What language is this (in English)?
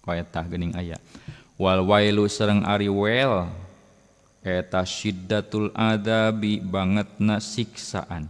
Sundanese